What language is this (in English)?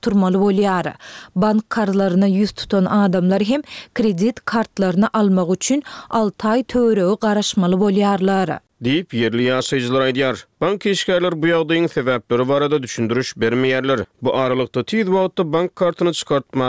Turkmen